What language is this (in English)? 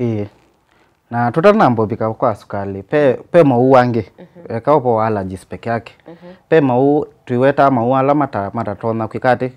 Kamba